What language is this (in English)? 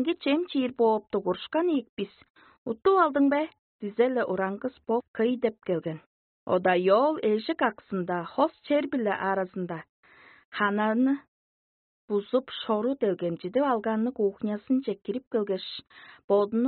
Tuvinian